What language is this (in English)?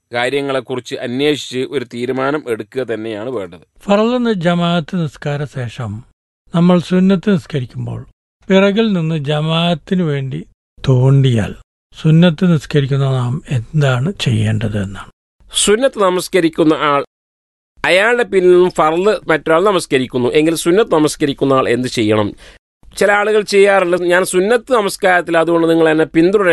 Malayalam